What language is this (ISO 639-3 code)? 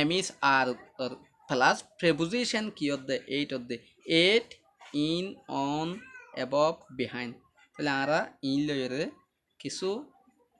rhg